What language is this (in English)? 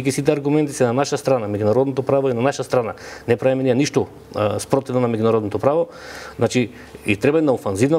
Macedonian